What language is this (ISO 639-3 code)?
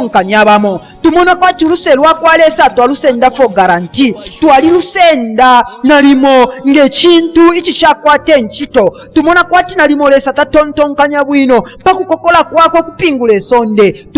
bem